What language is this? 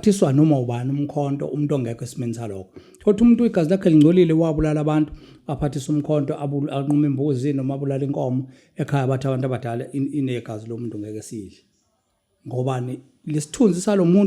Zulu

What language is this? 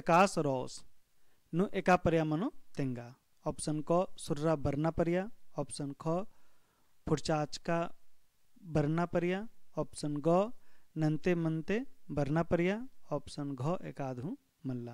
Kurukh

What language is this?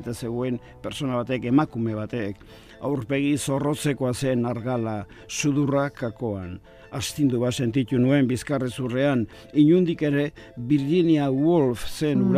Basque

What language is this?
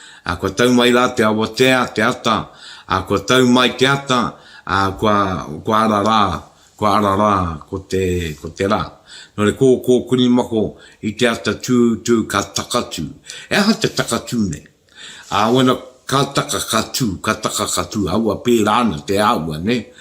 Māori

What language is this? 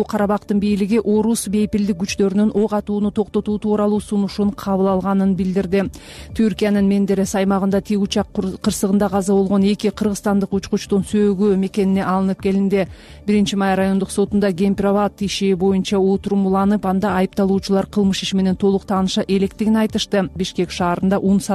Kyrgyz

